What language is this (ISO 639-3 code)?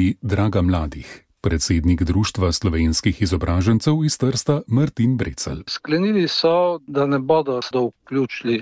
slv